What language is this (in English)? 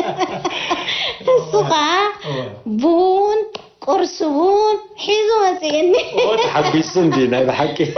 Tigrinya